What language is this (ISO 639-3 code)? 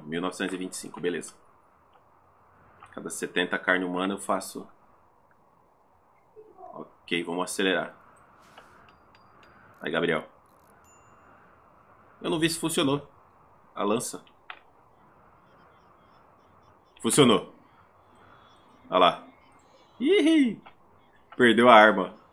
por